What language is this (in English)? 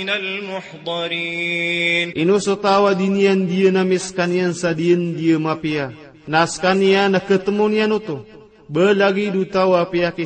Maranao